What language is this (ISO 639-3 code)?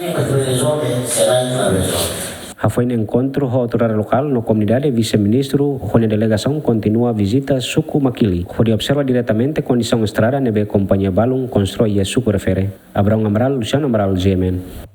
tet